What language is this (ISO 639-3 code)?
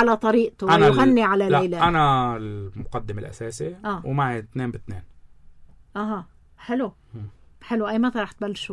apc